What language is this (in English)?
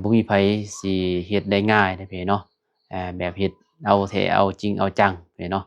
Lao